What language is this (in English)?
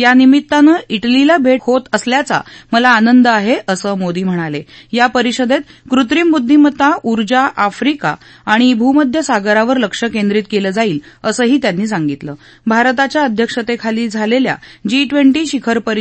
Marathi